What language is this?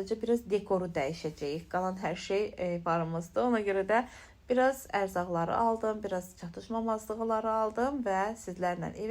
Azerbaijani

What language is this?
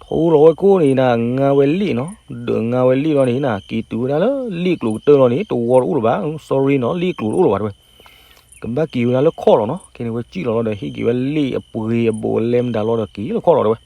S'gaw Karen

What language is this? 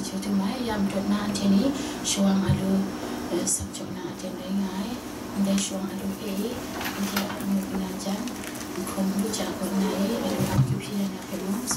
Kachin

